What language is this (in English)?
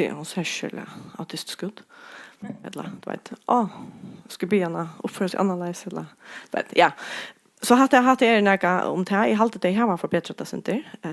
Faroese